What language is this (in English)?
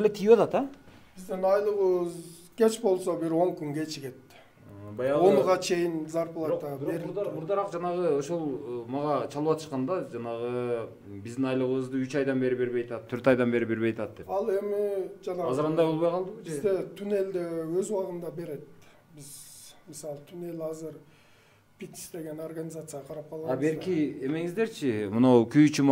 Kyrgyz